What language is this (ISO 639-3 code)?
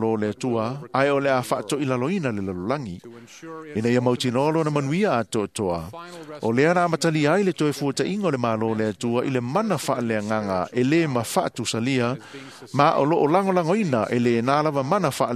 smo